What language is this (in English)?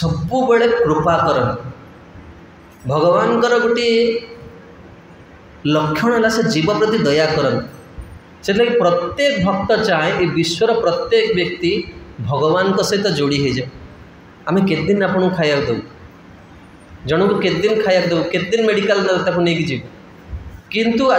Odia